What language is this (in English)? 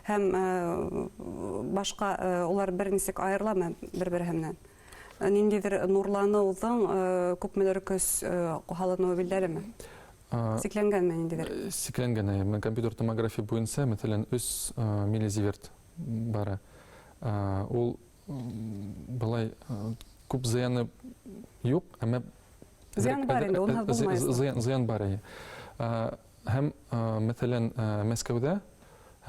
Bashkir